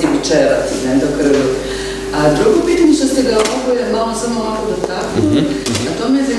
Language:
Croatian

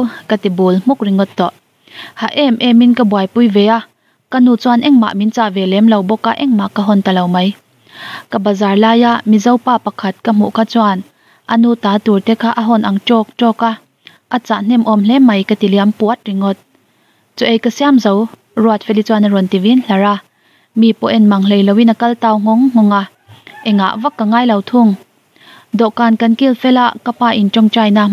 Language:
Mizo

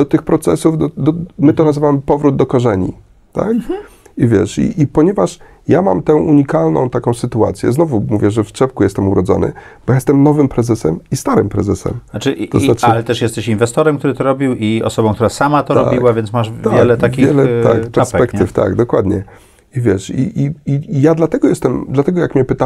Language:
Polish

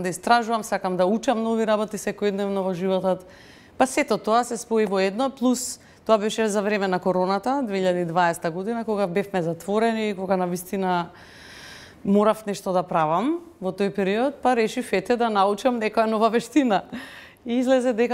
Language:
Macedonian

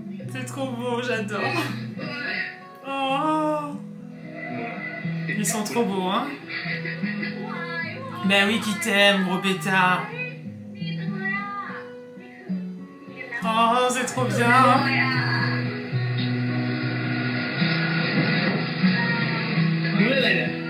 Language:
French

